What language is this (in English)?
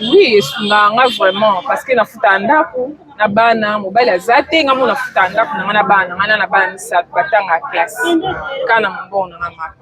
Lingala